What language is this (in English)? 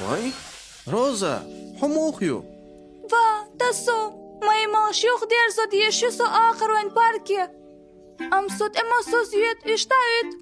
Chechen